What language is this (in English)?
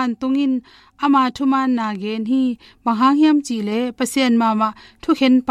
Tedim Chin